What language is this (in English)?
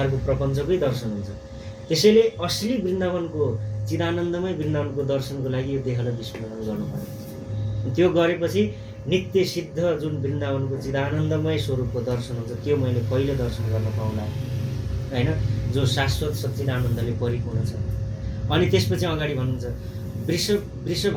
Nepali